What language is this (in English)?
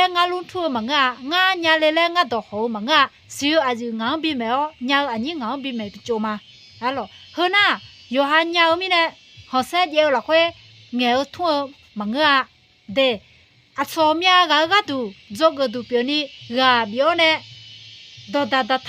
Akha